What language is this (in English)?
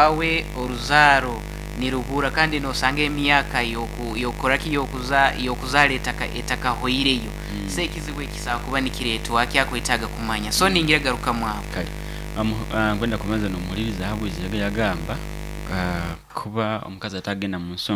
Nyoro